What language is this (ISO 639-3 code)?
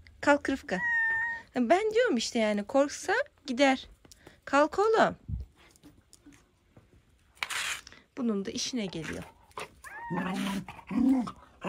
tur